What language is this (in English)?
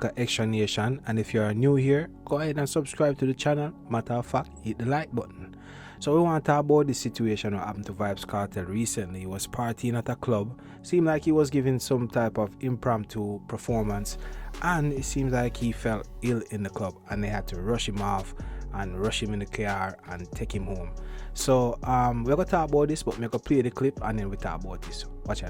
Jamaican Creole English